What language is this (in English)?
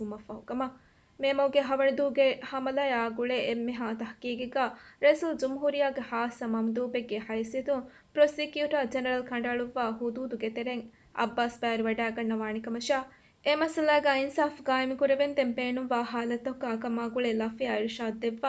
Divehi